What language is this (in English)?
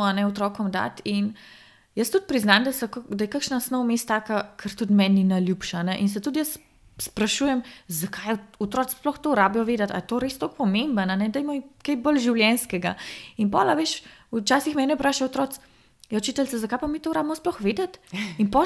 Slovenian